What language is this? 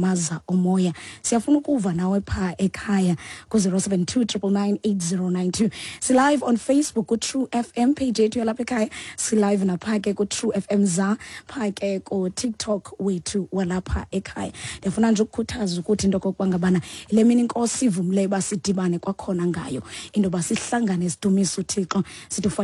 Xhosa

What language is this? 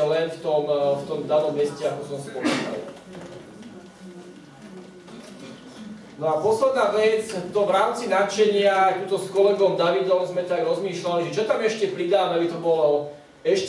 Slovak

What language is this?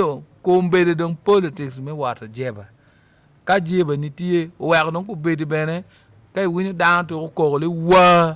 Acoli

